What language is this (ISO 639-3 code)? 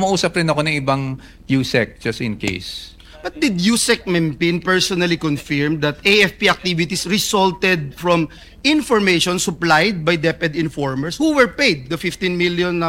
fil